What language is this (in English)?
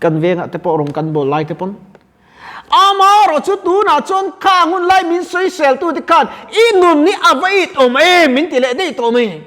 Mizo